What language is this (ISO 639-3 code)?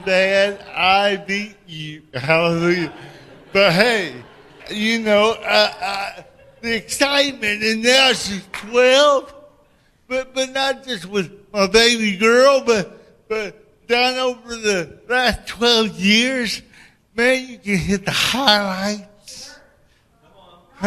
eng